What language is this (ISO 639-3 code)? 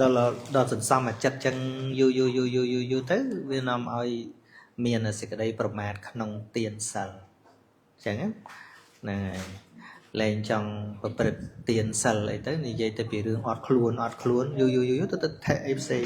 khm